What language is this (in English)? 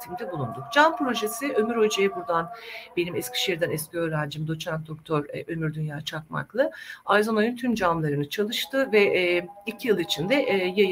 Turkish